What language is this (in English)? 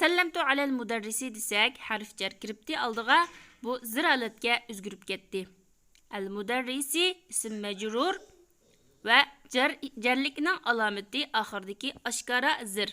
Uyghur